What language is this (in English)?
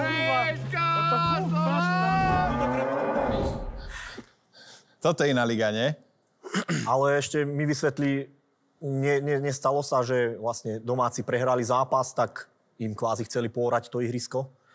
Slovak